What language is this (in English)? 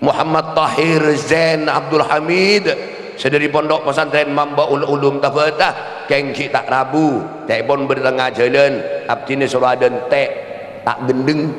Madurese